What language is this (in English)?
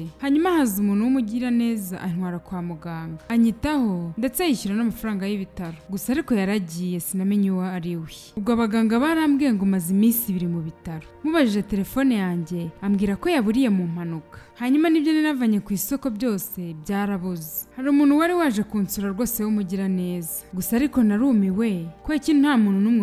Kinyarwanda